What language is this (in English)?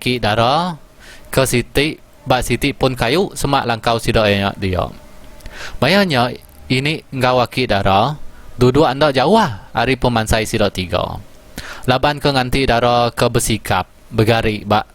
Iban